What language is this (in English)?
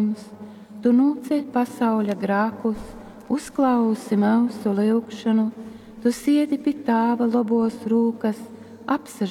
Latgalian